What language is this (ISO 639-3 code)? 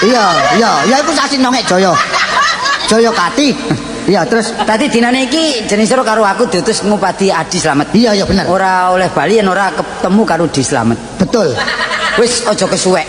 jav